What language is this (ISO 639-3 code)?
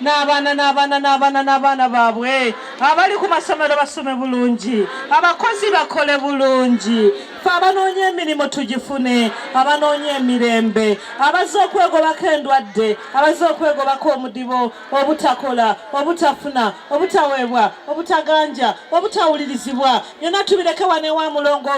lug